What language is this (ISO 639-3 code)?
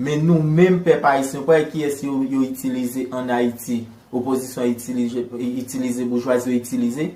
hat